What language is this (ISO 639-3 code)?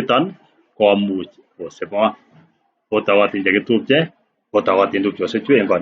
kln